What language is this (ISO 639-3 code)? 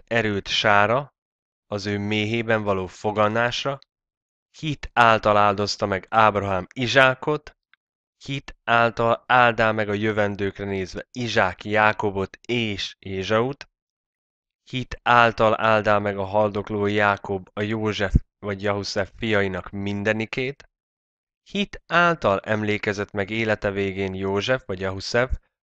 hun